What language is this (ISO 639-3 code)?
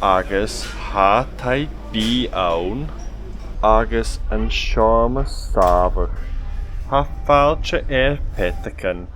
gla